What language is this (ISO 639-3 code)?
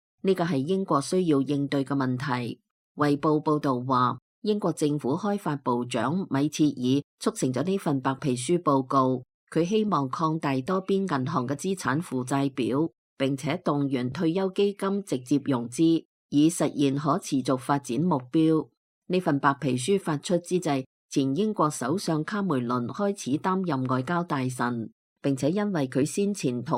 yue